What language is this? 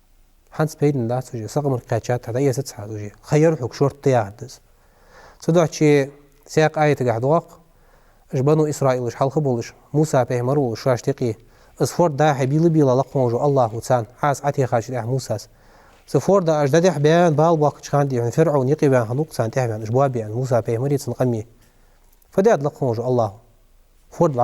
Ingush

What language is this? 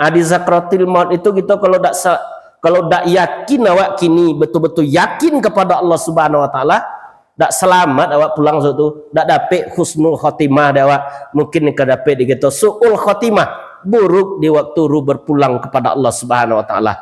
Minangkabau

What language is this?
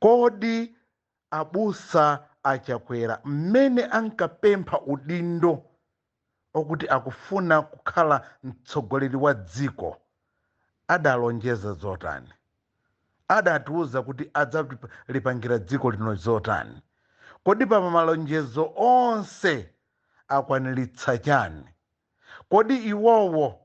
Nyanja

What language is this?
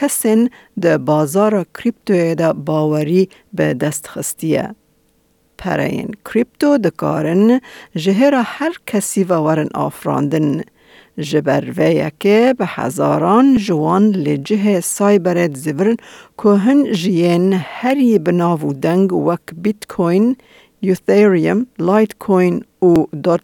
Kurdish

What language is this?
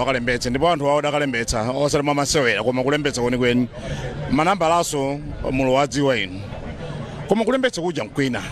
Nyanja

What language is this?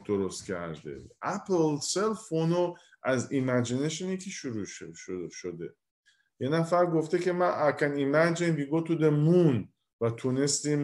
Persian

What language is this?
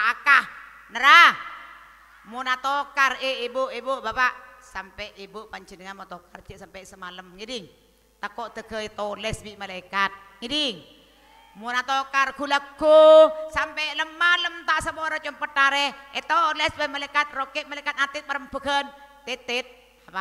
Madurese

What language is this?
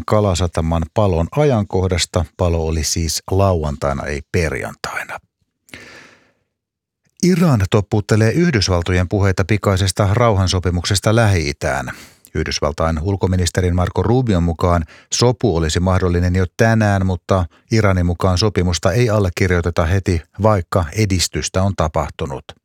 Finnish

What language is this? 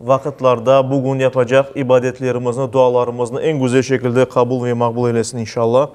Crimean Tatar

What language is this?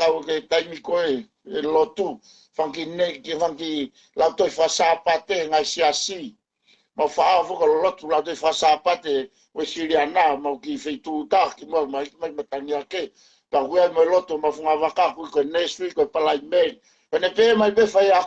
Tongan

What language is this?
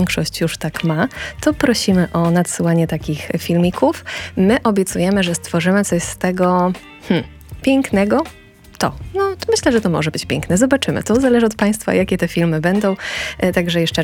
Polish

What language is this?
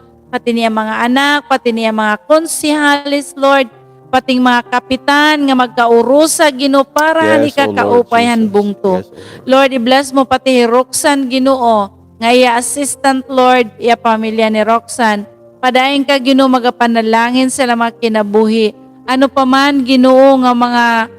Waray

